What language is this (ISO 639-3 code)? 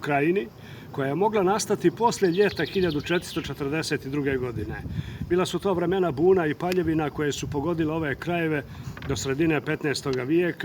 bos